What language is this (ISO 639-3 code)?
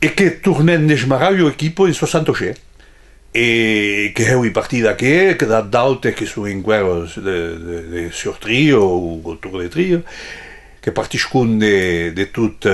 oci